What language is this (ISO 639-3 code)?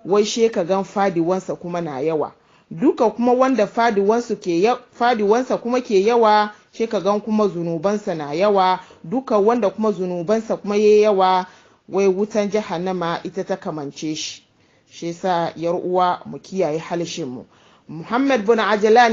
hau